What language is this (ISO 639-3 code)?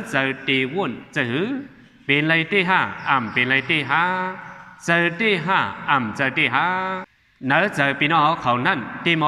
shn